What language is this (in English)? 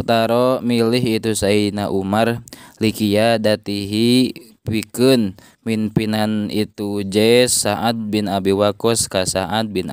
Sundanese